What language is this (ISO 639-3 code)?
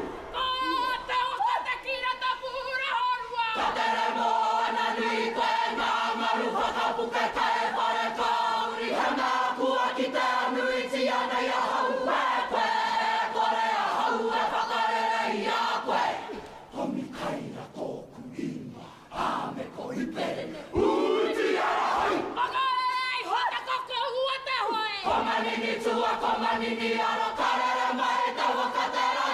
mri